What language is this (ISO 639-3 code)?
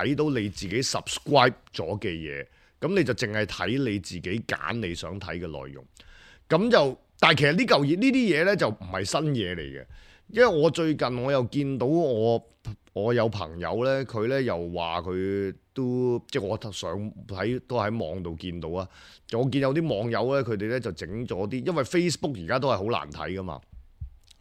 yue